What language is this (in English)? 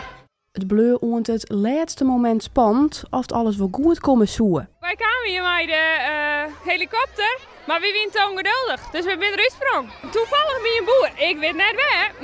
Western Frisian